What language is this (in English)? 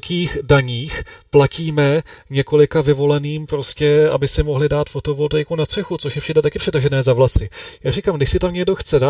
Czech